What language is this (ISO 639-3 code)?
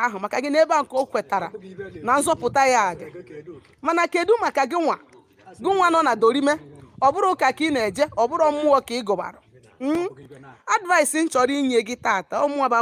ibo